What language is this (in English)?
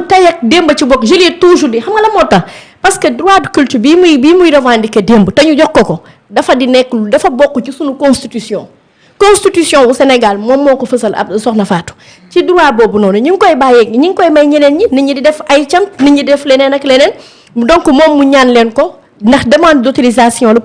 Wolof